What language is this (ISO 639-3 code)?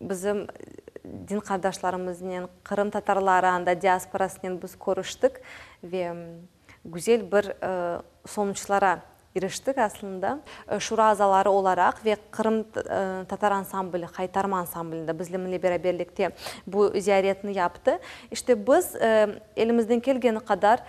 crh